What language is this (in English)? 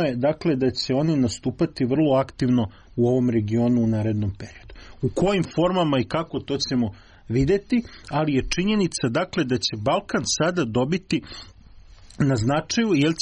Serbian